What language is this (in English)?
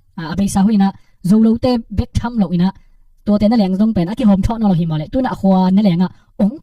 Tedim Chin